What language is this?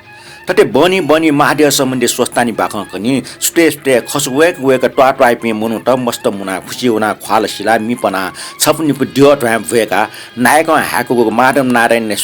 Newari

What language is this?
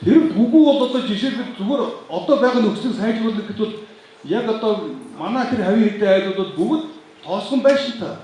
Mongolian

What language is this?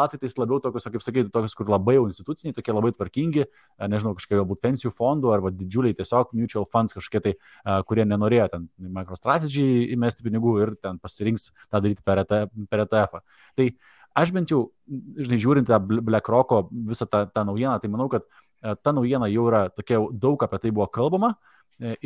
Lithuanian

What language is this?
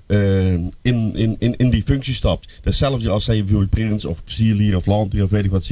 Limburgish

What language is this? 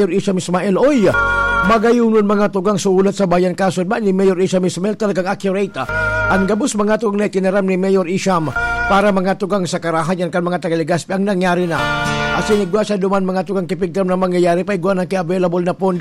Bikol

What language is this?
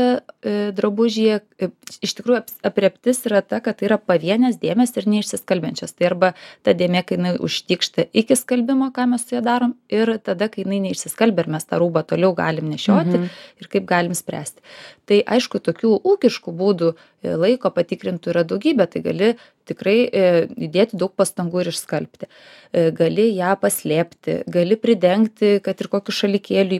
Lithuanian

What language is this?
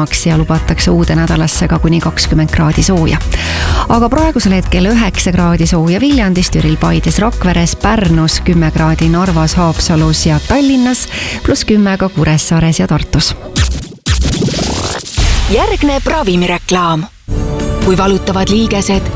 Estonian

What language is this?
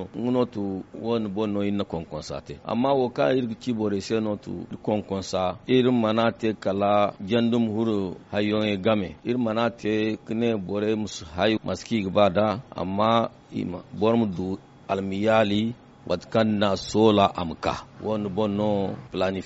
Zarma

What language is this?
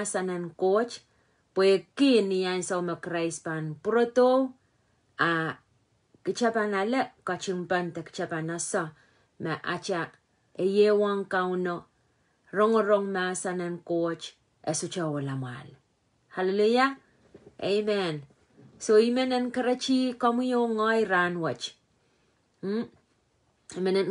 Pohnpeian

